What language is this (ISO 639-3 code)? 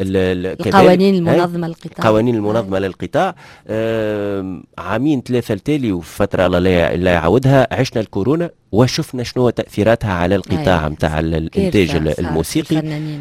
aeb